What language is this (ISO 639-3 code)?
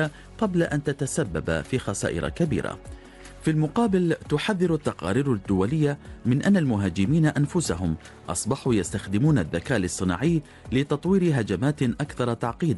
ara